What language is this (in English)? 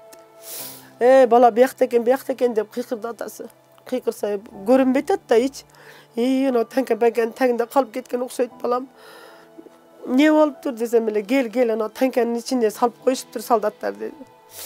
Kyrgyz